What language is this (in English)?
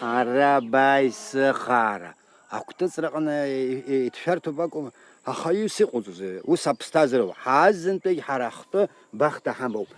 Abkhazian